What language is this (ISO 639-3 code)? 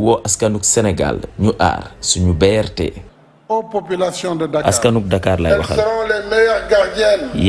wol